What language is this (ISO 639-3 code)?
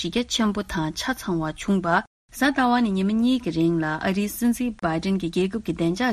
bod